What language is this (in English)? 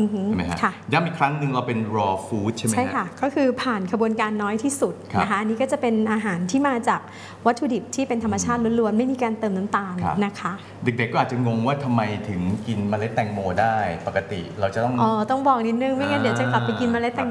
Thai